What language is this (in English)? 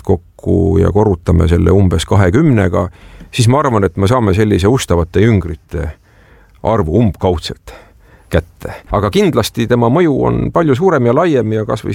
Estonian